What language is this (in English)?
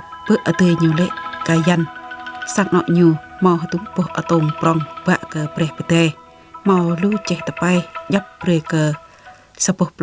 Jarai